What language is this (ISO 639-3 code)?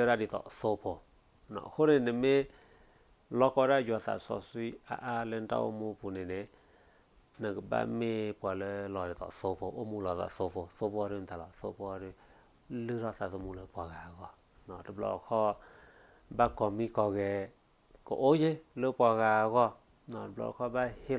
ksw